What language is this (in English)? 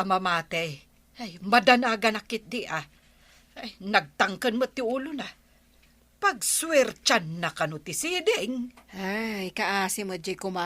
Iloko